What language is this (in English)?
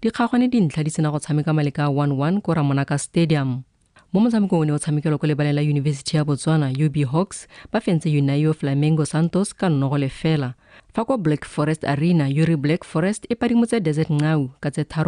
Tswana